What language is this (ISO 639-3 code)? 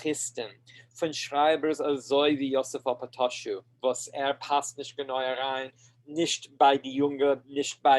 yid